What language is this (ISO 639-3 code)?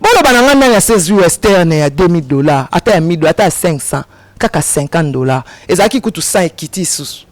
lin